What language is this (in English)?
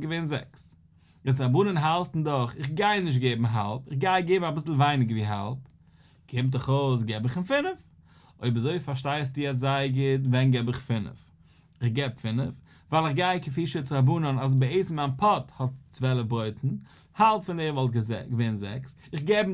Yiddish